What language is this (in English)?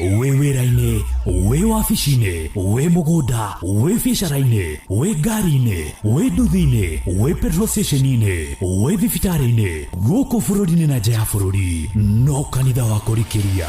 Kikuyu